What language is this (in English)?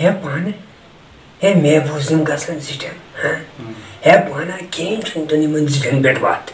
Kashmiri